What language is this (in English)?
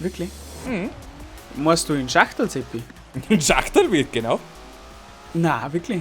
Bavarian